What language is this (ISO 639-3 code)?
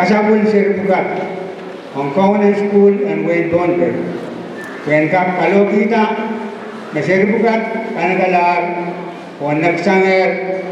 pon